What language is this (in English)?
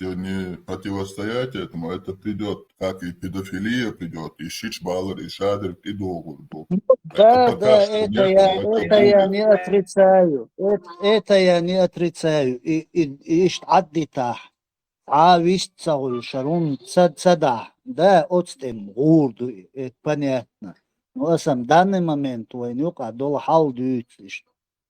Chechen